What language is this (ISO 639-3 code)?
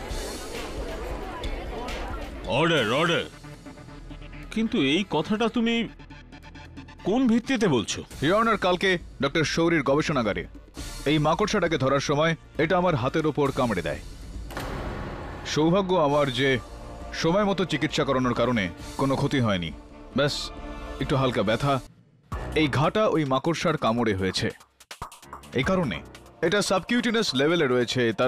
ben